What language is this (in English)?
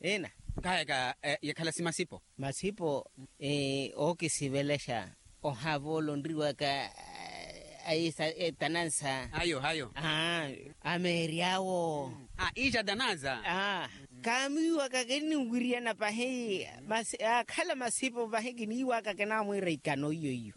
Makhuwa